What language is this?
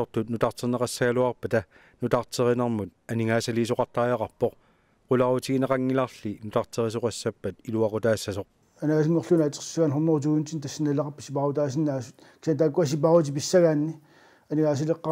Kalaallisut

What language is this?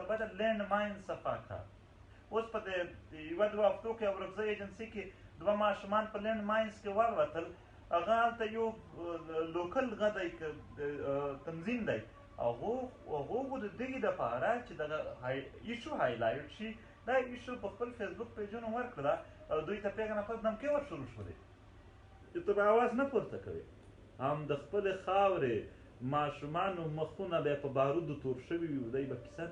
Pashto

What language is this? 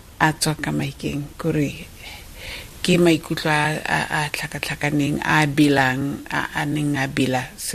Tswana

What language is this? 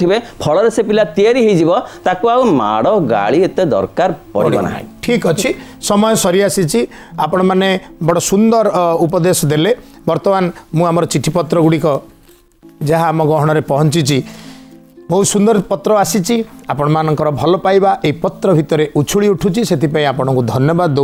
Odia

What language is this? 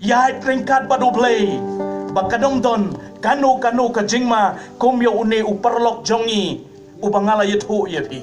Khasi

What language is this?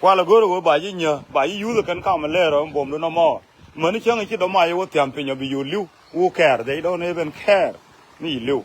Nuer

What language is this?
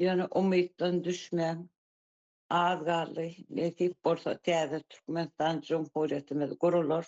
Turkmen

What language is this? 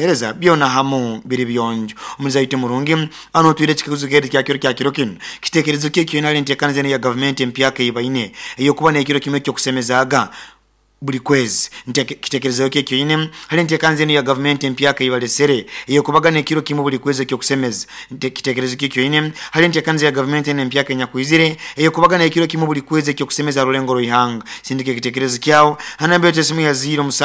Nyoro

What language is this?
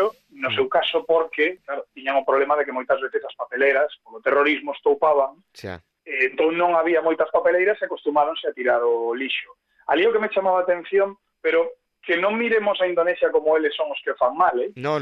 Galician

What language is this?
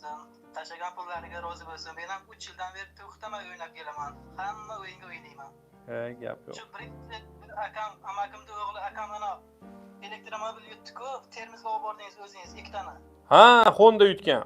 Uzbek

